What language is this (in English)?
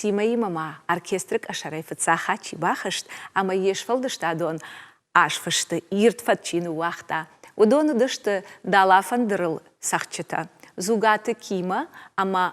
Ossetic